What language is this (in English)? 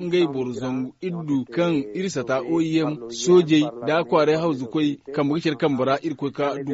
Zarma